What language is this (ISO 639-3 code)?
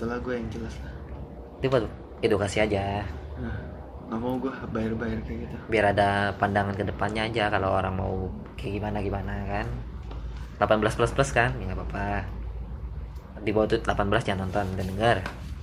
ind